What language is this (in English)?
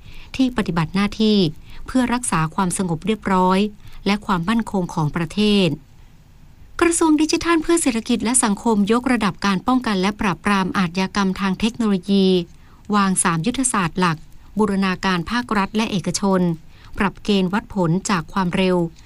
Thai